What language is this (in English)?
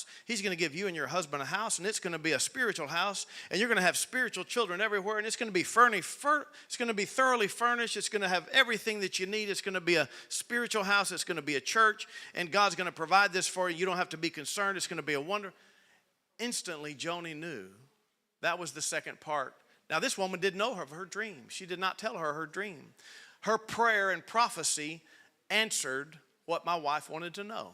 English